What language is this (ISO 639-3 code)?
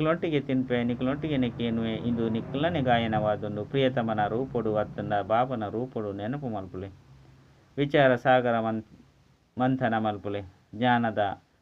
tcy